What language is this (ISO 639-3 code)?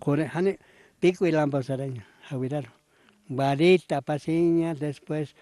aym